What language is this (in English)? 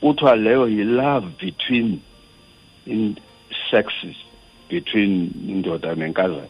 Xhosa